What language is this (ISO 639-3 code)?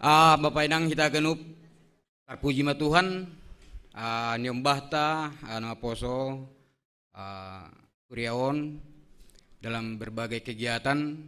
bts